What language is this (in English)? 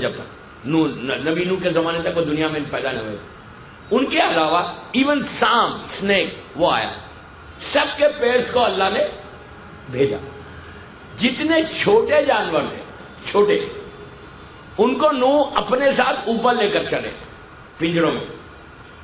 Urdu